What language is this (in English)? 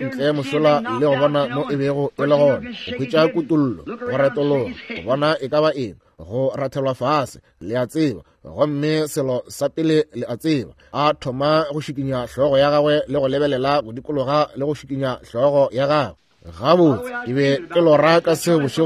Northern Sotho